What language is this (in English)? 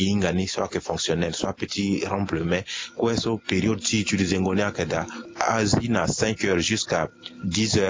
Sango